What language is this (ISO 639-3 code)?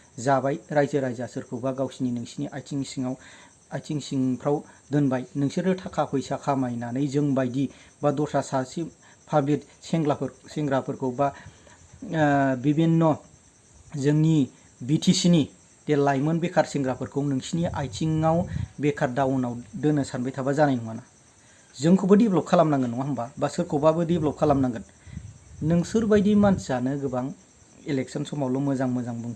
brx